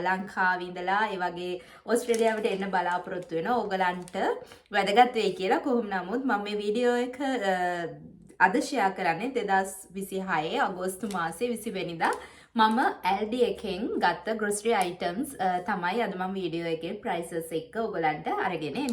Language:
Sinhala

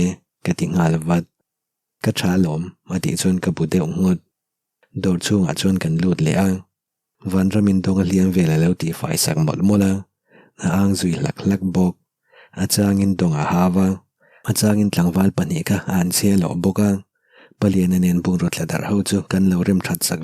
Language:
Mizo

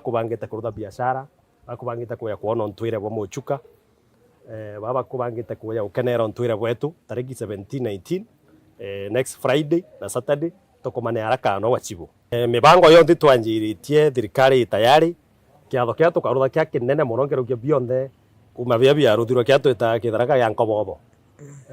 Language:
Meru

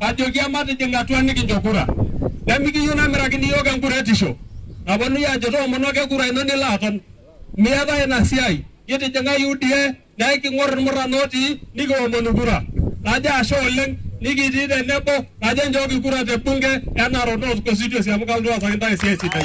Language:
Masai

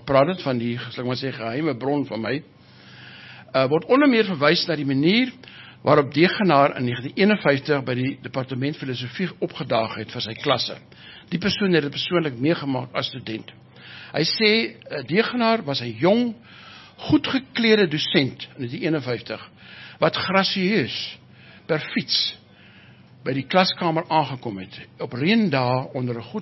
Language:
Afrikaans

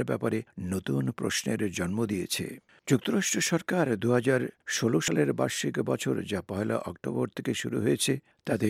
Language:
Bangla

